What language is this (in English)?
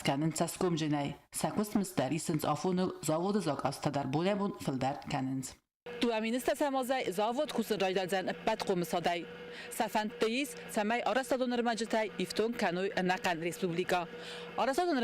Ossetic